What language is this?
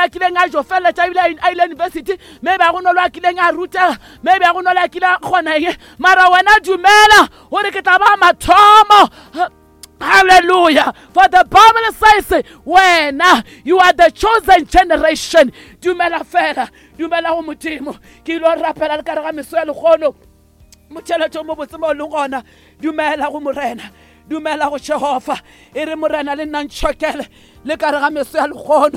Northern Sotho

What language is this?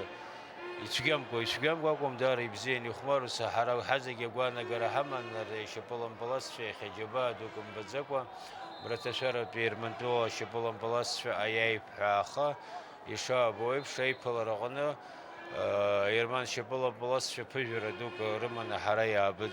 Abkhazian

